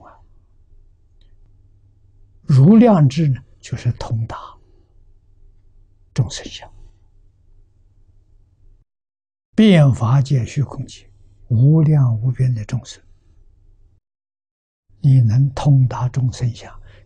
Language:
Chinese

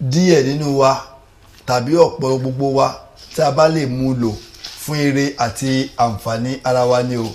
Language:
Yoruba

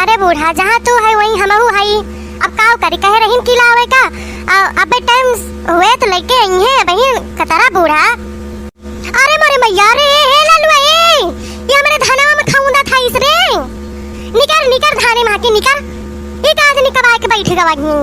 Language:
Awadhi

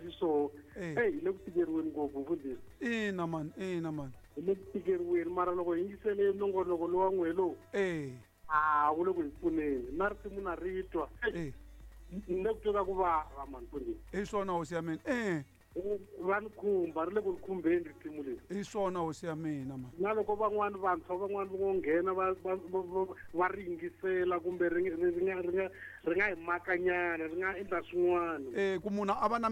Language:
Tsonga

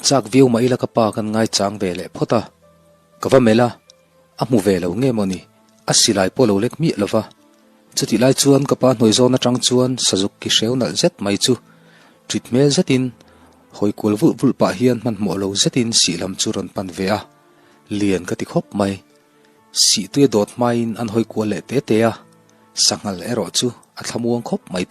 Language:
Mizo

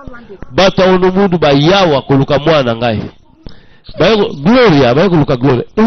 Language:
Lingala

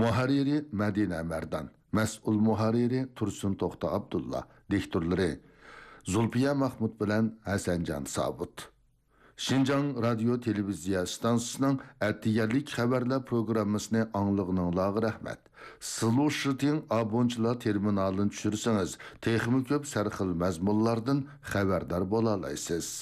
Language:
Uyghur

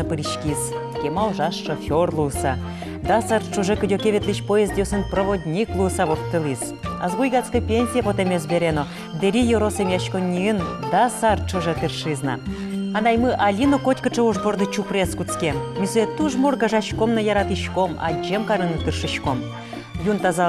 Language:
Udmurt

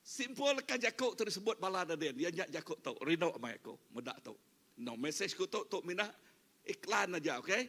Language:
Iban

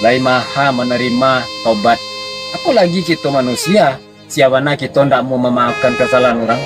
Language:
Minangkabau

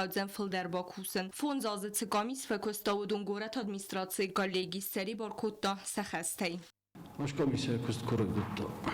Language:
Ossetic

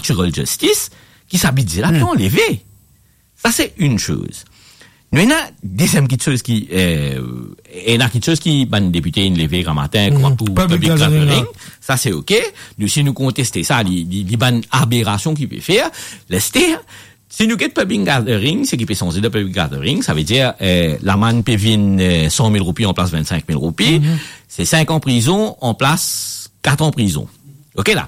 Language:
Morisyen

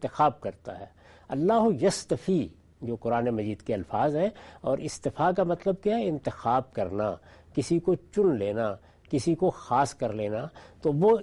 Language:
Urdu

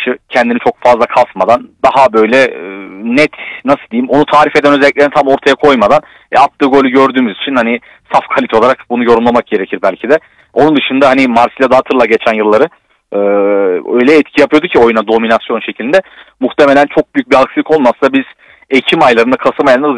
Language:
Turkish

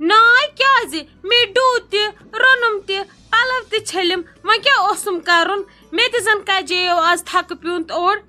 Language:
Kashmiri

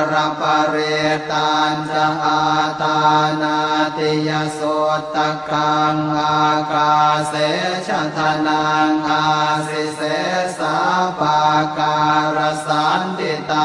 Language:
Pali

